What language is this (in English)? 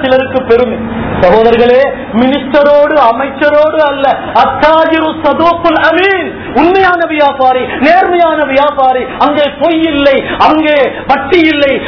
Tamil